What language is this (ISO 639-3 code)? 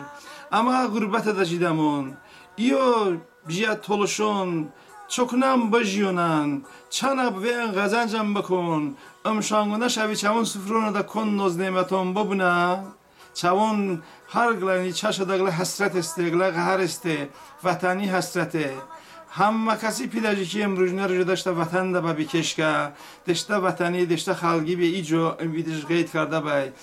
tly